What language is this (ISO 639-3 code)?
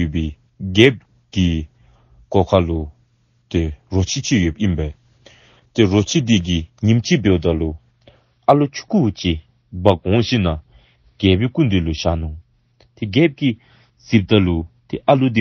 dzo